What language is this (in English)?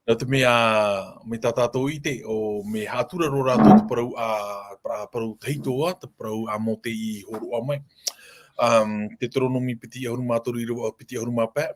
Tahitian